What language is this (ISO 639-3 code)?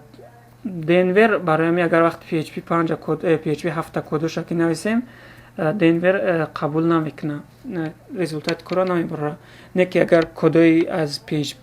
tgk